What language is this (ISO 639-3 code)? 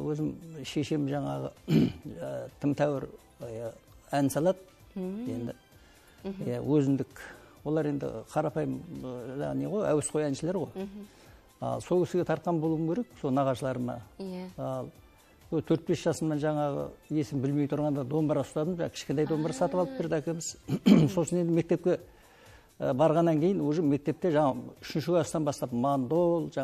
kaz